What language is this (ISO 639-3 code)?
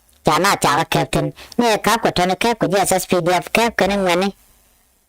nus